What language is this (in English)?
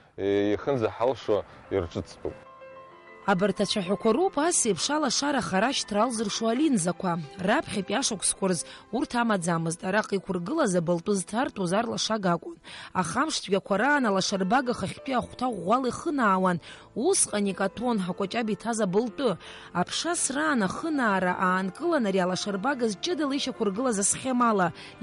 Abkhazian